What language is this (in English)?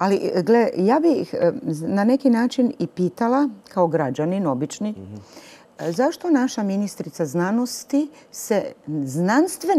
Croatian